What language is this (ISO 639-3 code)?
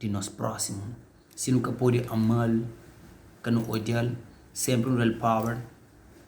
kea